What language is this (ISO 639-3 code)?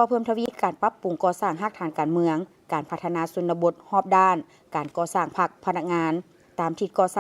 lao